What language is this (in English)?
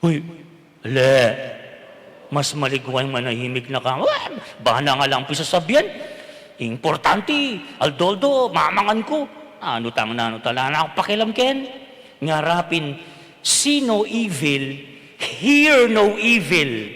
Pampanga